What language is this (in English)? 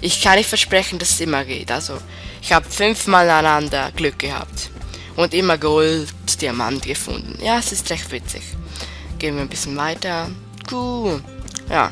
Swiss German